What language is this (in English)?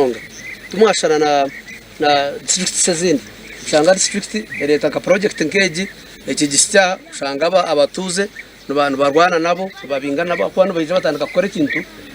Nyankole